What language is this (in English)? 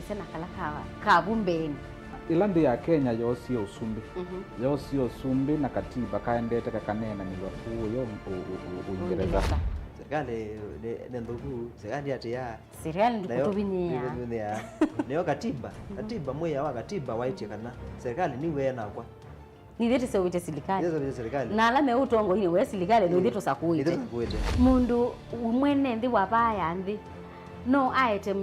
Kamba